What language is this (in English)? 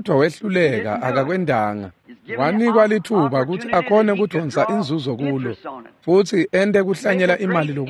Swati